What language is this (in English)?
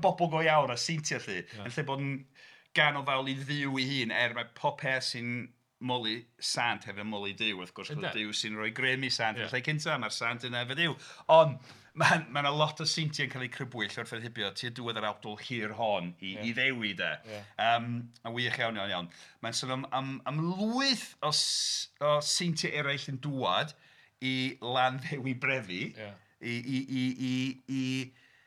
Welsh